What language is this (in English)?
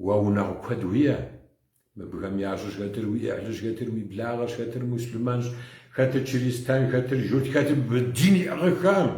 Kabardian